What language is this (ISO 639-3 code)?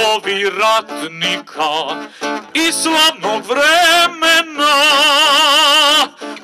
srp